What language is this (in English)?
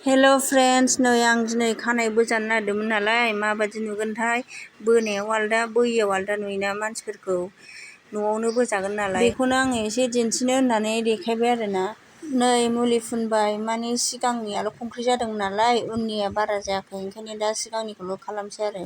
Bodo